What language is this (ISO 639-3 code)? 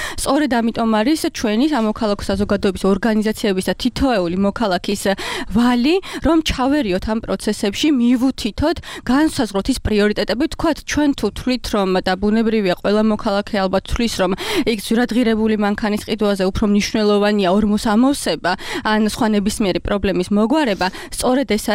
kat